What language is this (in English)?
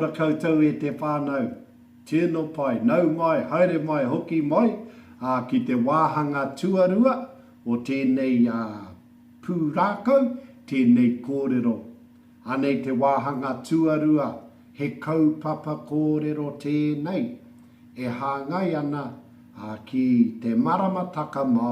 Māori